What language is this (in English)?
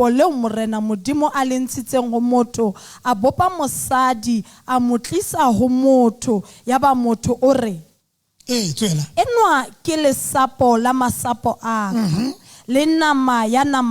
Southern Sotho